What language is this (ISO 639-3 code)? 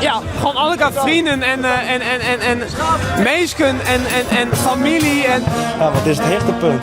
fry